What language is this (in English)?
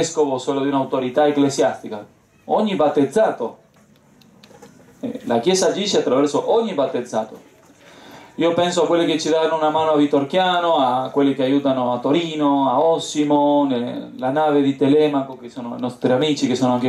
Italian